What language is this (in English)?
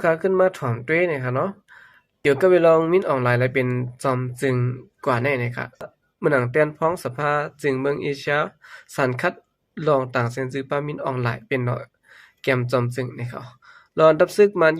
Shan